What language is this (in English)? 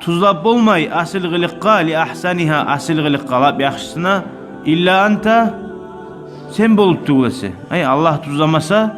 Kumyk